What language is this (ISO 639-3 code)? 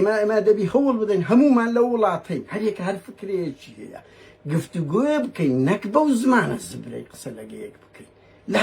ckb